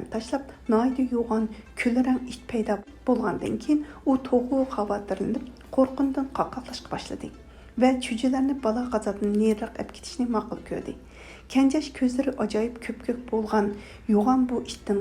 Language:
Uyghur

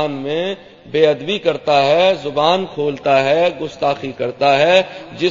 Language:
Urdu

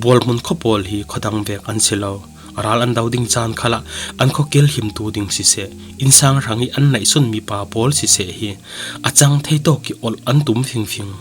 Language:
Falam Chin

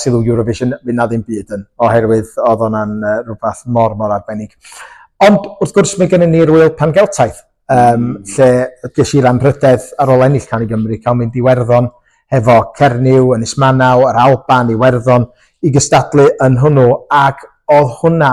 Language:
Welsh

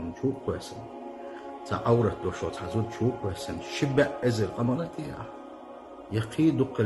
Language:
Chechen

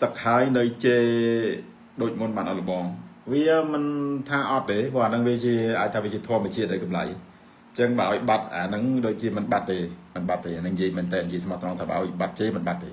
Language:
Khmer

